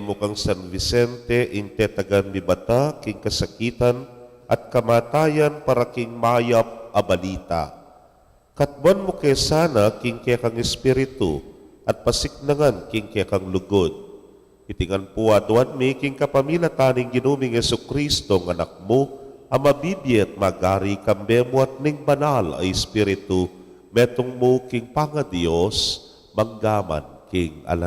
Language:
Pampanga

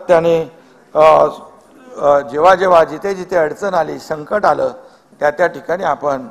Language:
Marathi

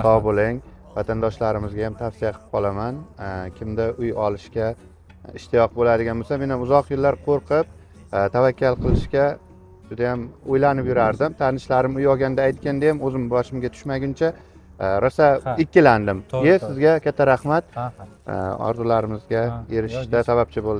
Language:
Uzbek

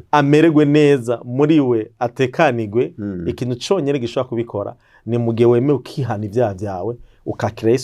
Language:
Rundi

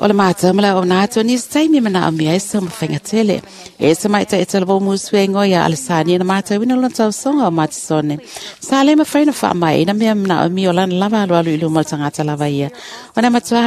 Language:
Samoan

